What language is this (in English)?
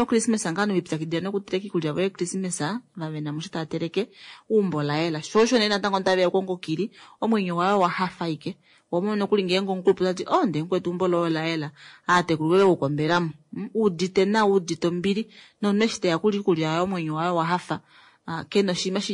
Kuanyama